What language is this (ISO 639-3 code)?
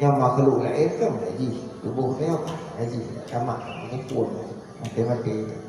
ace